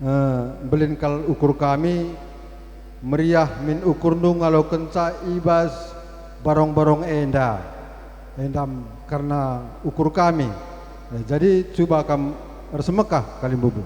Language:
Batak Karo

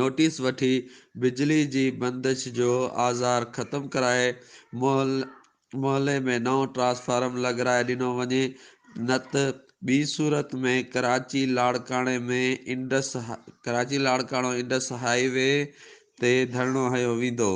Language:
Sindhi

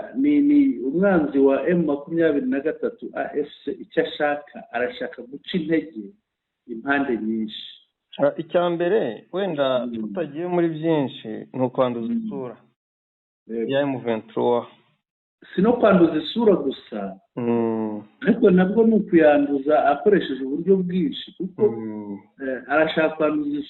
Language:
Kinyarwanda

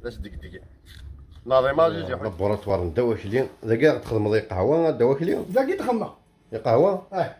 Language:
Kabyle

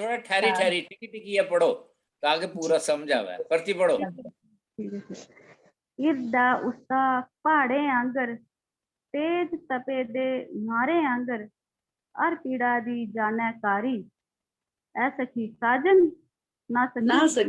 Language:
Dogri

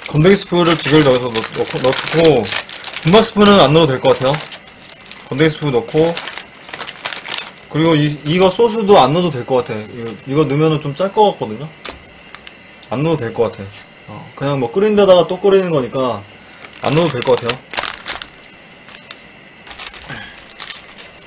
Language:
Korean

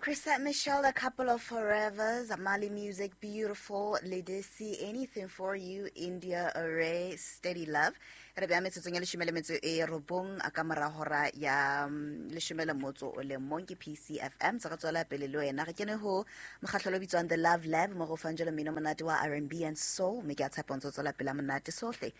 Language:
Southern Sotho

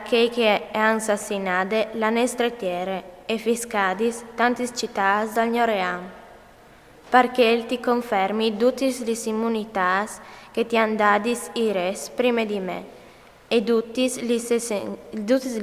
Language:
Friulian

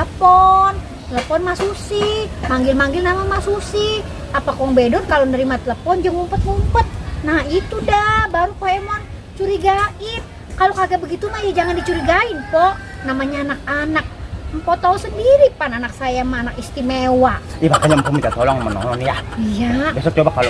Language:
Betawi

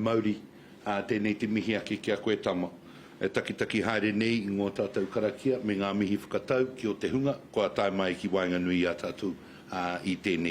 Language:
Māori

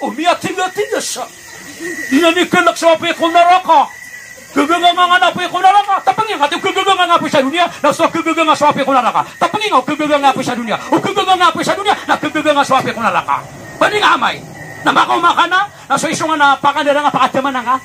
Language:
Maranao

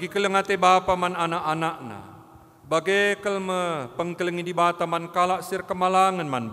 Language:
Batak Karo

